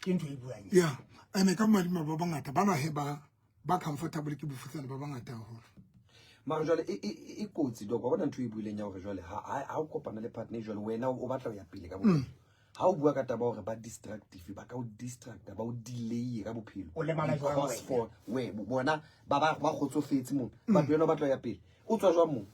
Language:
Southern Sotho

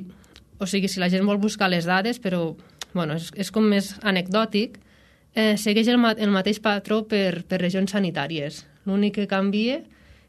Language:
Catalan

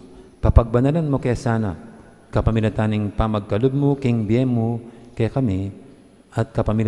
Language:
Pampanga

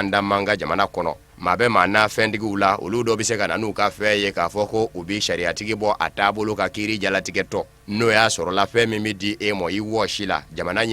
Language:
Bambara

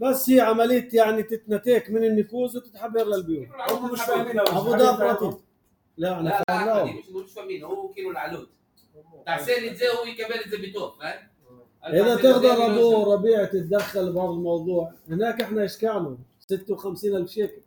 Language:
North Levantine Arabic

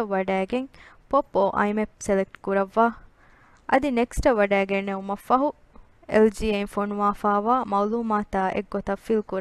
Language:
Divehi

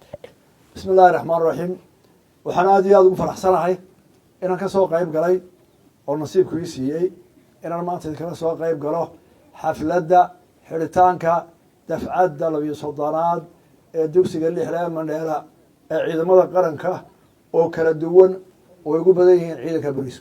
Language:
Somali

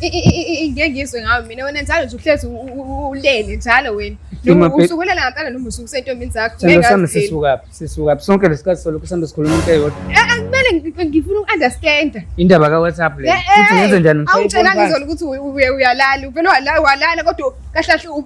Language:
Zulu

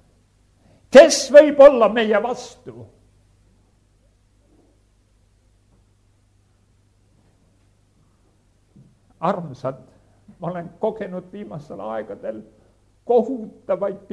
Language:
Estonian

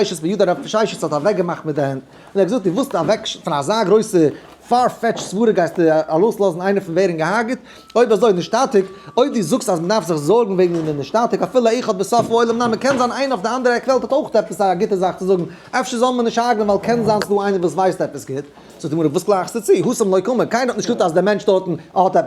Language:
Yiddish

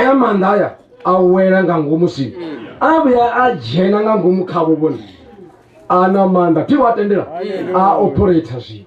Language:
Venda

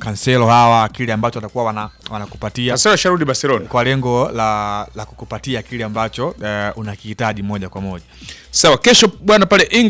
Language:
Swahili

